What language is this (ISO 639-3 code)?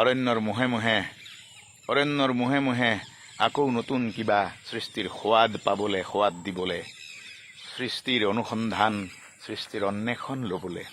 asm